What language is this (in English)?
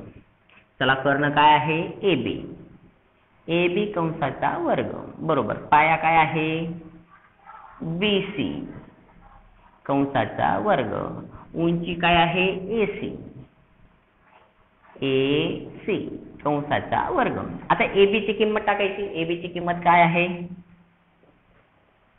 Marathi